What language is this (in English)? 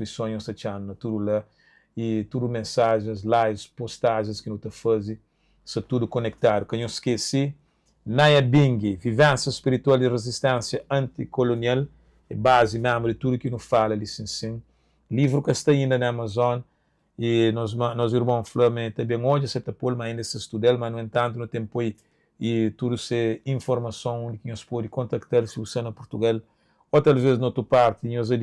Kabuverdianu